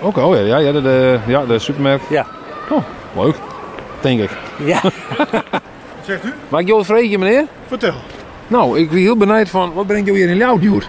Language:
Western Frisian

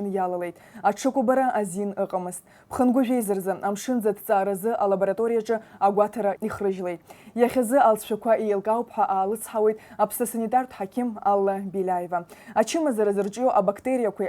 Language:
Abkhazian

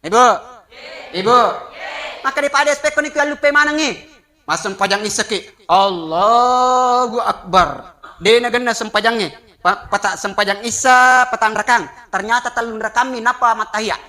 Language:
Buginese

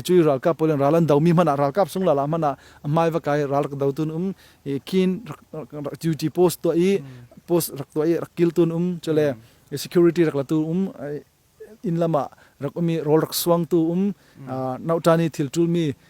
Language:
Falam Chin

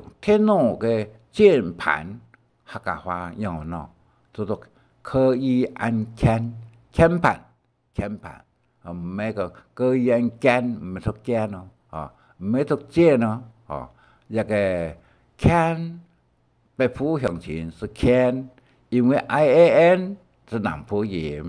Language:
Hakka Chinese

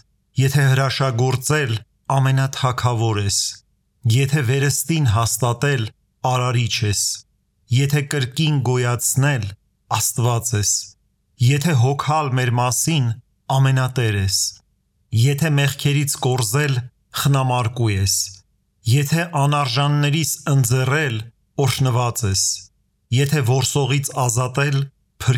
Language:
Armenian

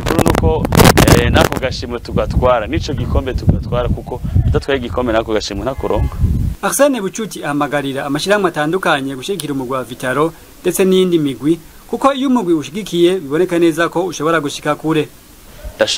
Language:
Rundi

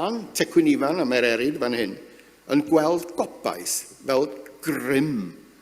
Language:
Welsh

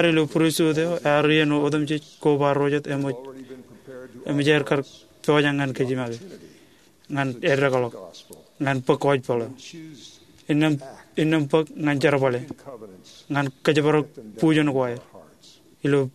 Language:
Marshallese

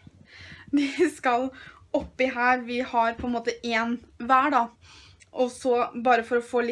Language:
Norwegian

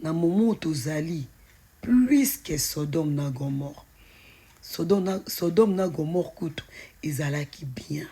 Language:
Lingala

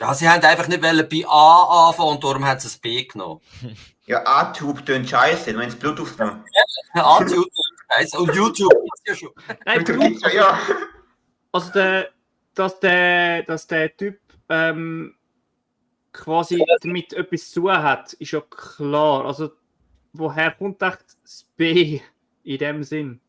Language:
Swiss German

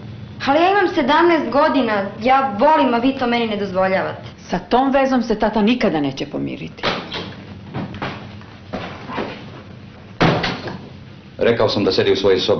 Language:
Serbian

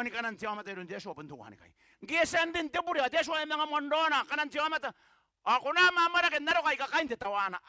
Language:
Gilbertese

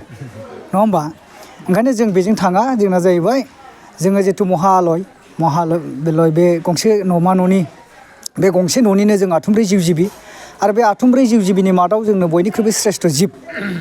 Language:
Bodo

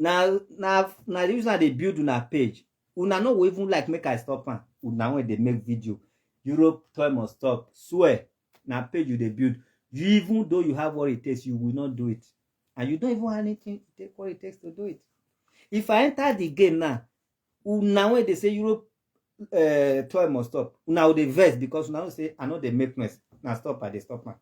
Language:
Nigerian Pidgin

